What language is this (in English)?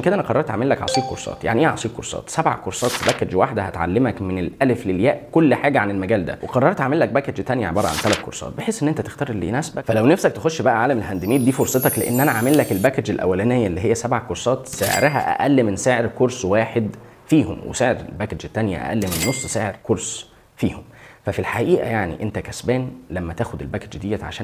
Egyptian Arabic